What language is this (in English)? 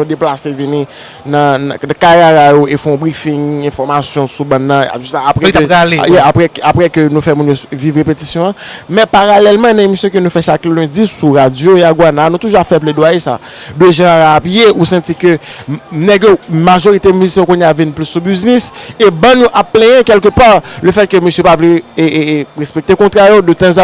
Haitian Creole